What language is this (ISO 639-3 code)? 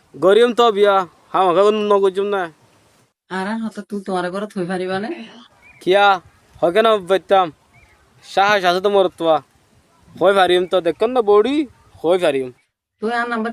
rhg